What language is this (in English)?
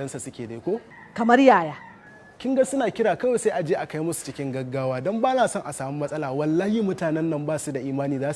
Hausa